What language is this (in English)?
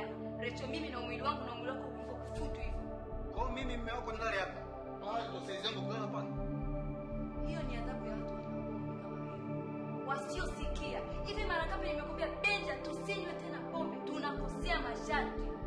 Swahili